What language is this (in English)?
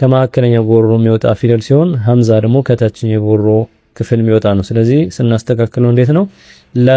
Amharic